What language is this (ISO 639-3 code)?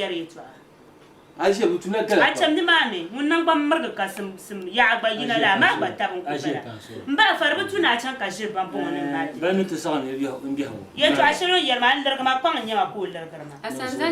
dag